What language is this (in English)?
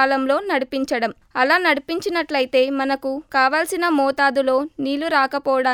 Telugu